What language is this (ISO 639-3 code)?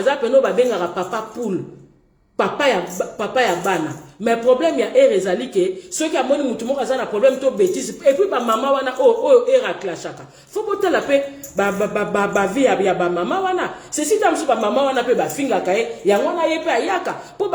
lin